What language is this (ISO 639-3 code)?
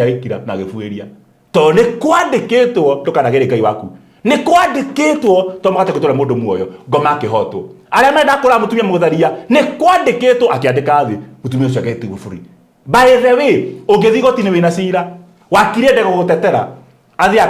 kik